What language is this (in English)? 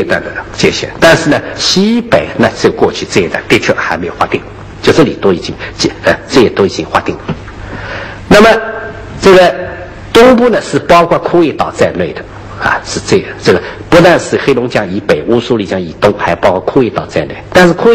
Chinese